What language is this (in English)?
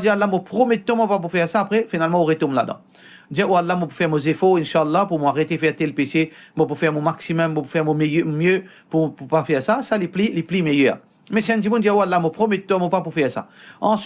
Morisyen